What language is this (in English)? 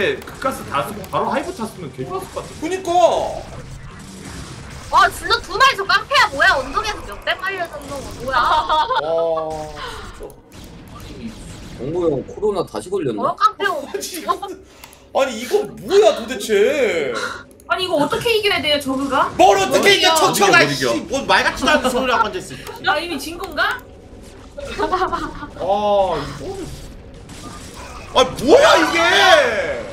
Korean